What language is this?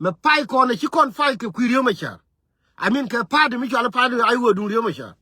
Nuer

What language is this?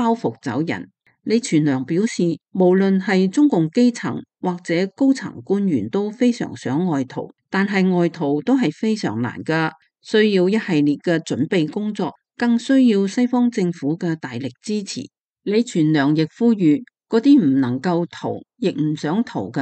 Cantonese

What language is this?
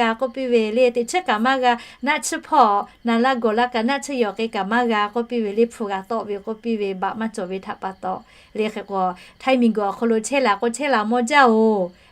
Lahu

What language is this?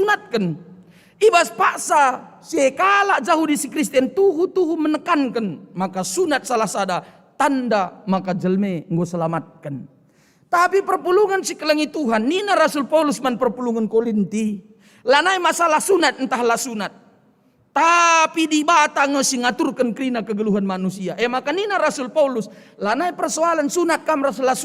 Batak Karo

